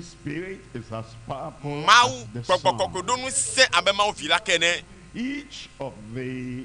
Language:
Ewe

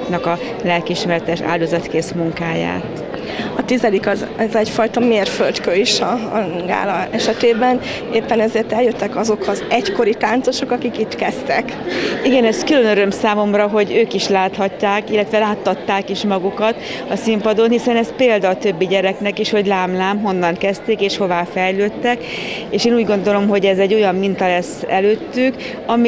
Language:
Hungarian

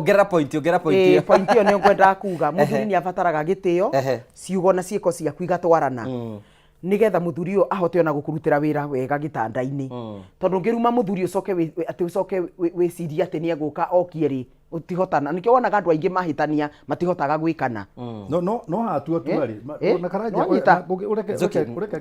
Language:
Kikuyu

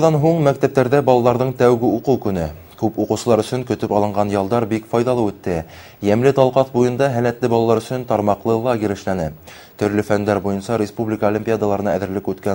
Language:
Bashkir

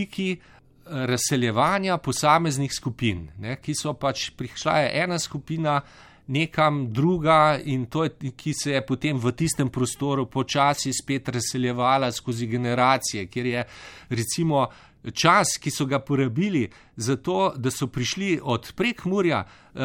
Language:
Slovenian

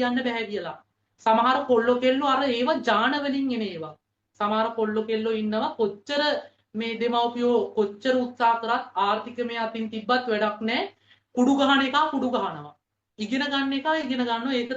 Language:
Sinhala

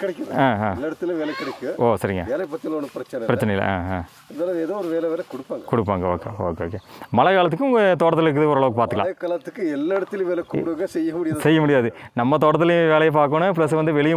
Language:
Tamil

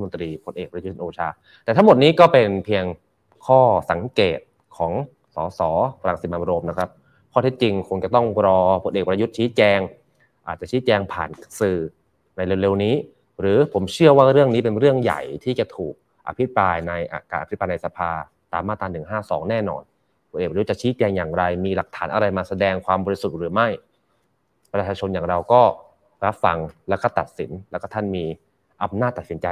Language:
Thai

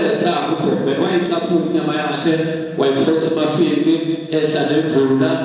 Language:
Zulu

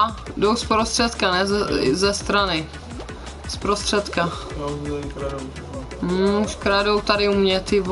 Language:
Czech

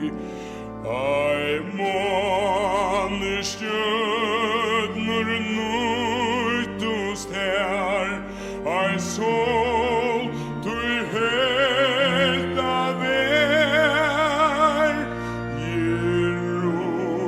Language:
Faroese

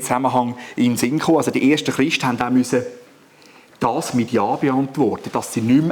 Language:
Swiss German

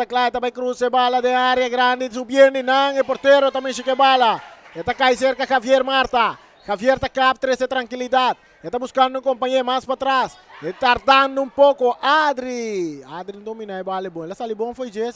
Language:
Papiamento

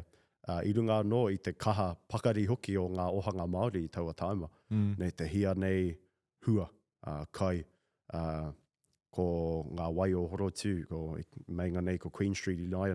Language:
Māori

